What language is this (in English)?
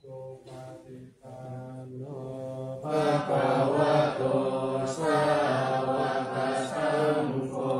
Pali